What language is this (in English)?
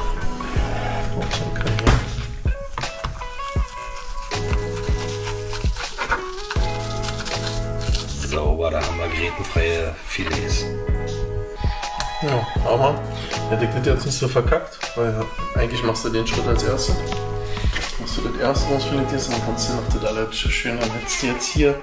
German